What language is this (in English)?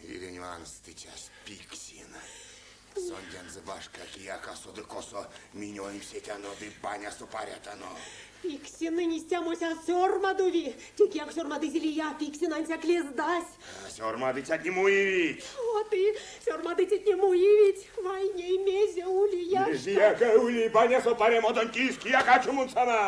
Erzya